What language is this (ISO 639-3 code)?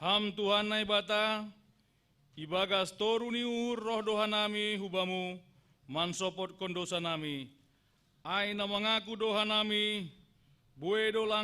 bts